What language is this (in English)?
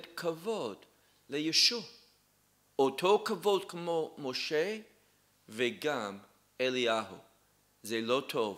Hebrew